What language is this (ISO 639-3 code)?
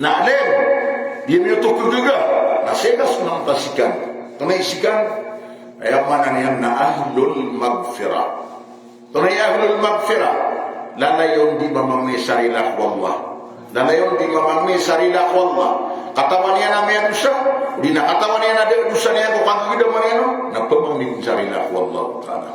mrw